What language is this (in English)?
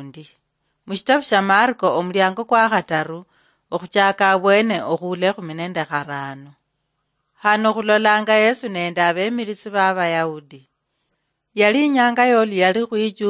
Luyia